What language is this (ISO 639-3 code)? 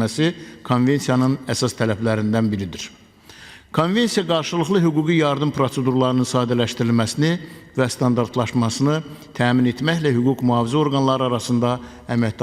aze